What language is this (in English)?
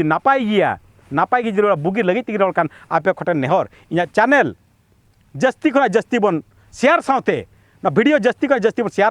Santali